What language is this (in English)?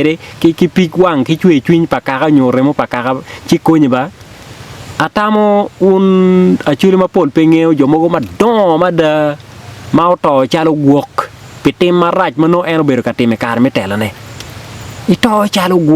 Acoli